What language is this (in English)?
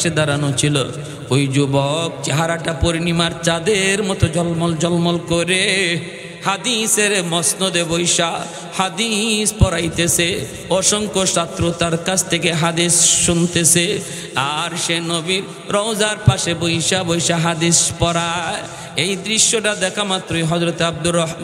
Bangla